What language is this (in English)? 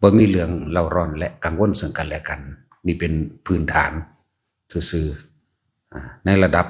Lao